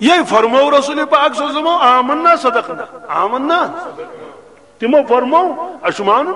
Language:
Kashmiri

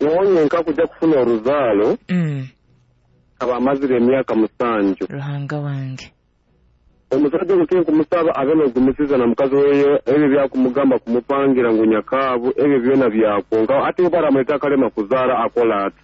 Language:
Nyoro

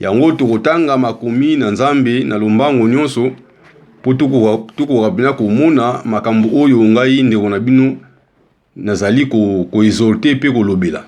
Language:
Lingala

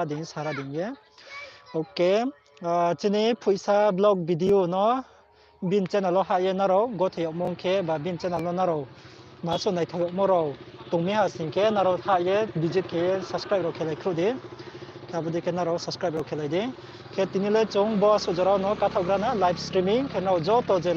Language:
Riang (India)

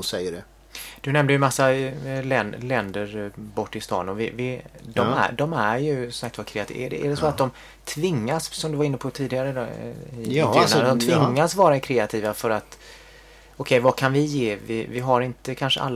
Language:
Swedish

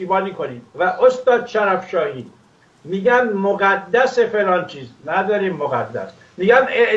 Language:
Persian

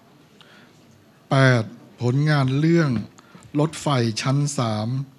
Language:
Thai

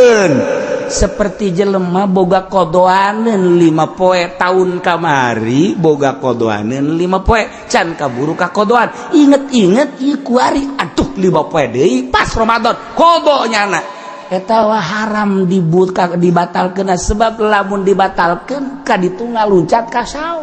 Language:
Sundanese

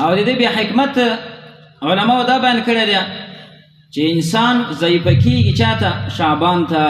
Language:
Pashto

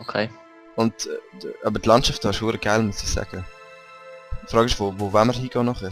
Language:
Swiss German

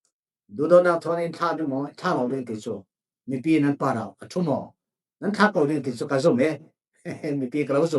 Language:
Falam Chin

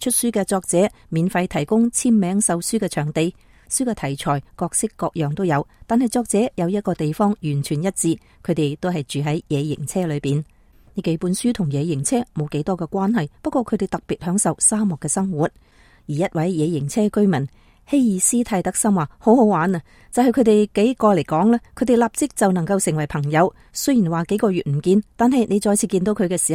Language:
Cantonese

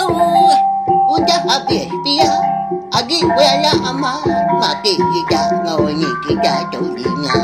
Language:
Iban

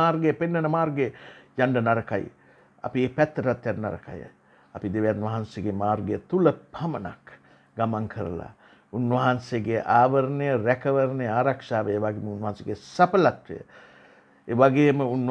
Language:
Sinhala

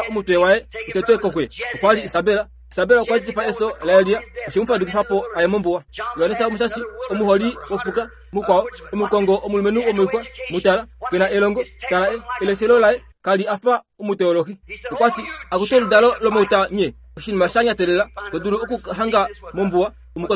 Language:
Kuanyama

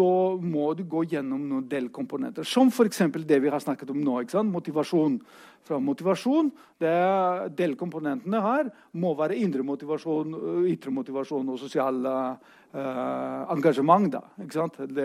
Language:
Norwegian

